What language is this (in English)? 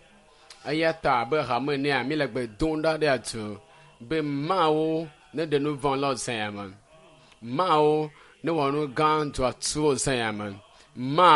Ewe